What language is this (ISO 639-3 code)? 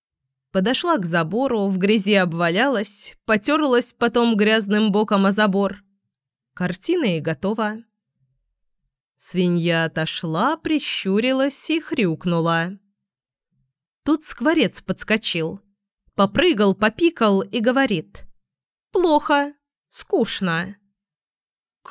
rus